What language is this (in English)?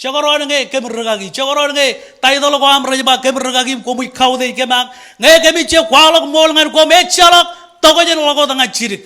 Marshallese